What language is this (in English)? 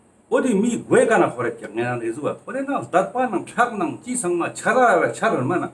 Ladakhi